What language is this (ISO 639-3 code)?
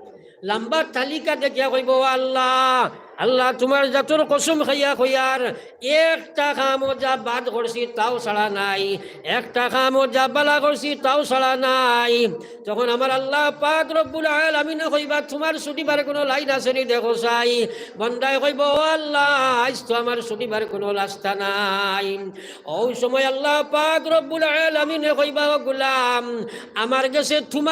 syl